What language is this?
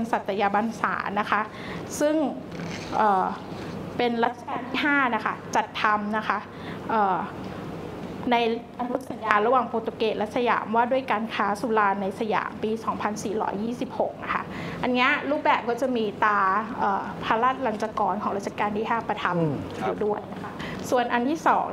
Thai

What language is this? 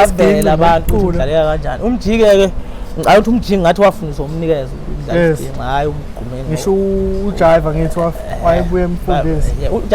Zulu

